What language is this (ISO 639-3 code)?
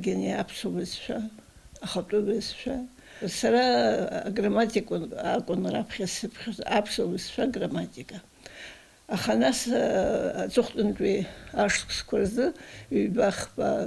abk